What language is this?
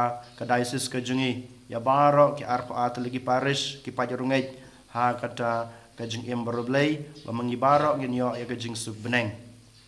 Khasi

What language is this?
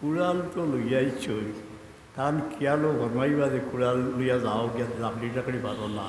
Sylheti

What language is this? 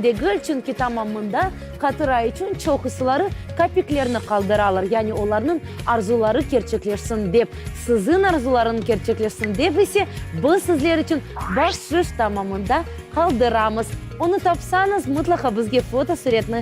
Crimean Tatar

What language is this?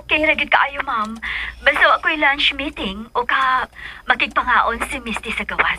Cebuano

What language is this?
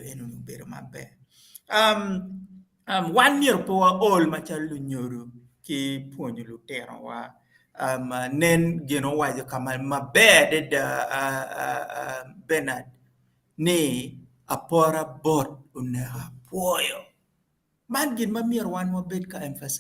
Acoli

